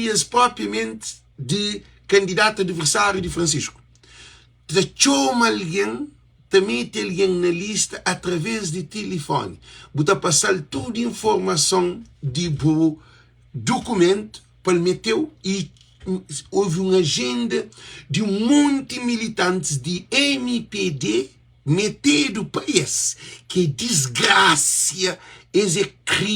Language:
Kabuverdianu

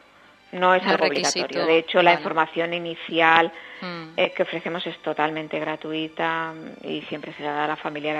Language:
Spanish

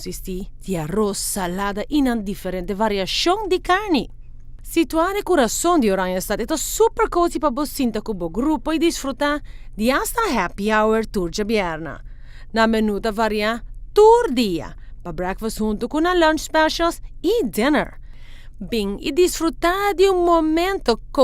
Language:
Papiamento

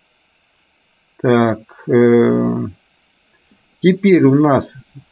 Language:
Russian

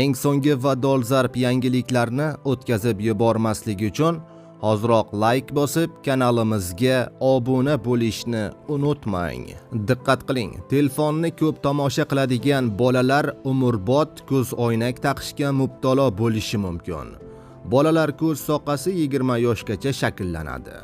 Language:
Uzbek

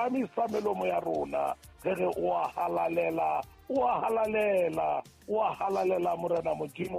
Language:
Southern Sotho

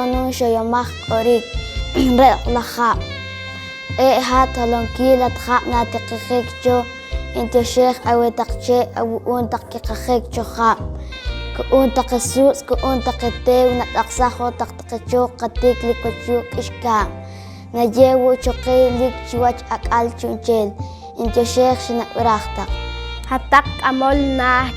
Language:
Poqomchi'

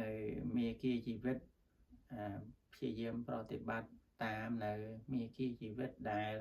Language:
Khmer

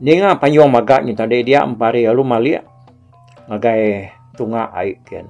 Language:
Iban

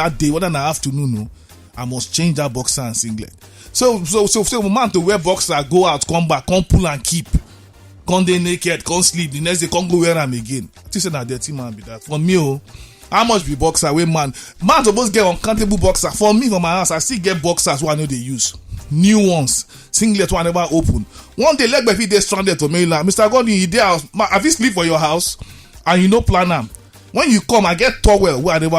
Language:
Nigerian Pidgin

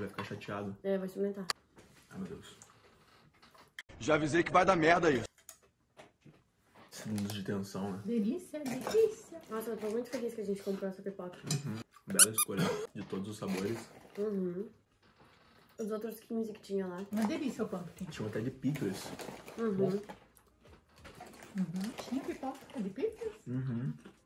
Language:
Portuguese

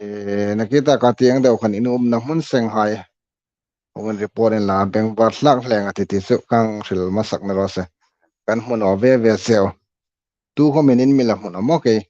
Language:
Hmar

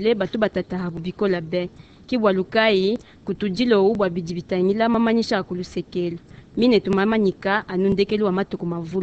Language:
Luba-Lulua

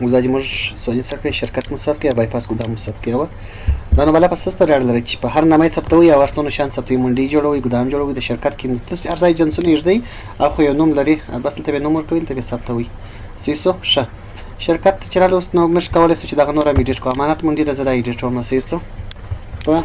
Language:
Pashto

